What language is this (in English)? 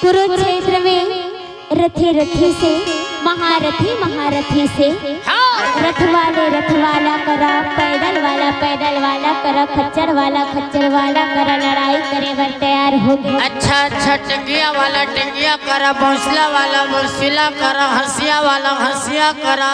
Chhattisgarhi